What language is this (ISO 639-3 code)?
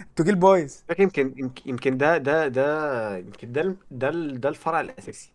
arz